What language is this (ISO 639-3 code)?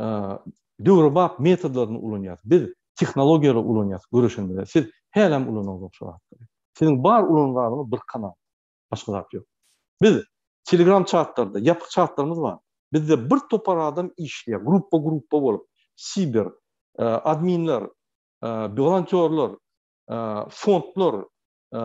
tuk